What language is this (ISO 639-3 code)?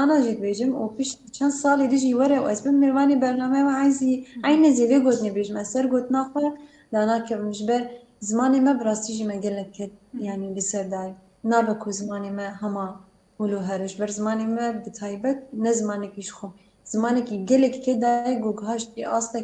kur